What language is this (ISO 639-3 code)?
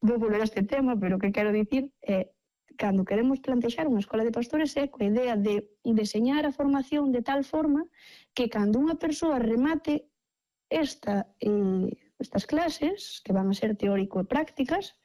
glg